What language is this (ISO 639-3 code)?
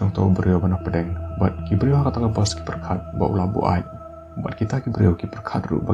kha